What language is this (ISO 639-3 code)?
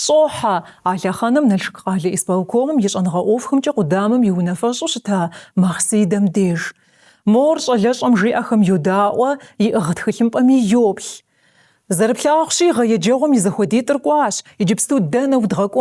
kbd